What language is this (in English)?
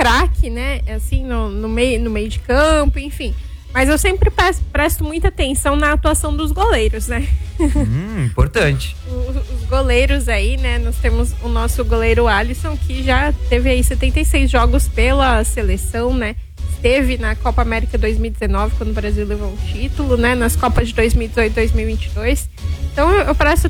Portuguese